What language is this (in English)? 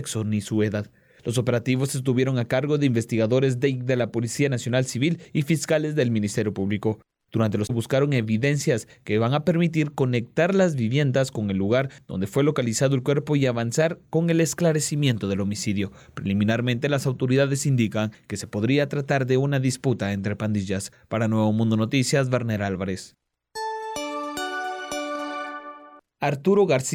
Spanish